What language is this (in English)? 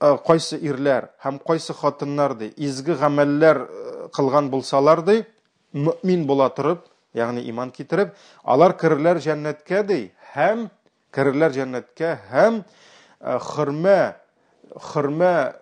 Tatar